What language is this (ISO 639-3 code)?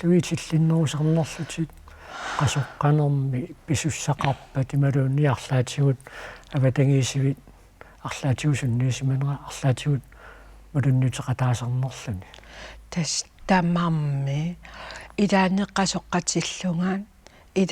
kal